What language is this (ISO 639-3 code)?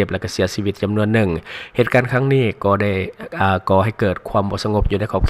lao